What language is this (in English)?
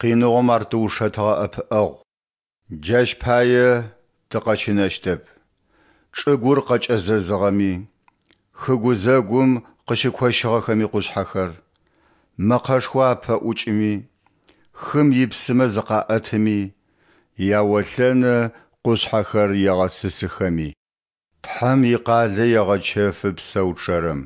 Adyghe